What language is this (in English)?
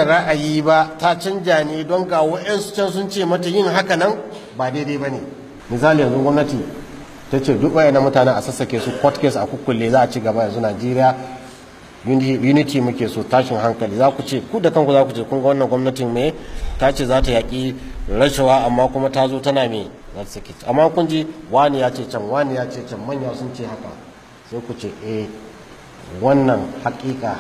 Hausa